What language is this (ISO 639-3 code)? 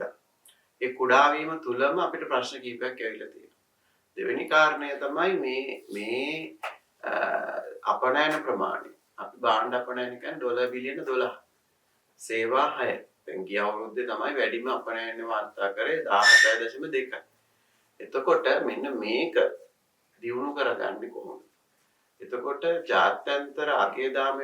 sin